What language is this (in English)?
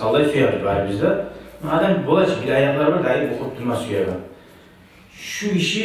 Kumyk